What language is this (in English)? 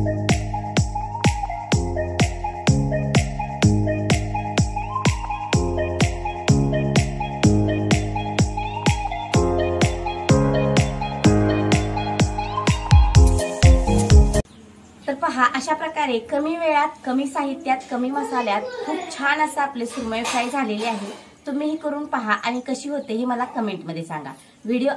Marathi